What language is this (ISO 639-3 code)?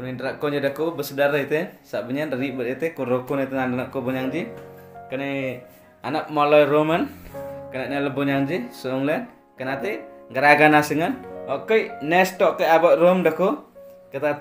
msa